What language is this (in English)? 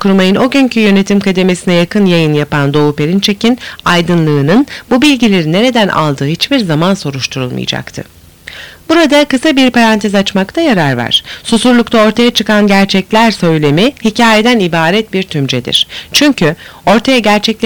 Turkish